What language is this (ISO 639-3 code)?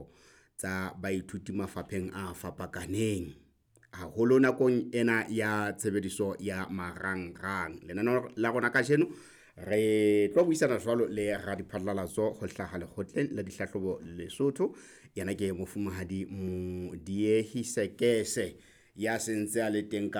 sot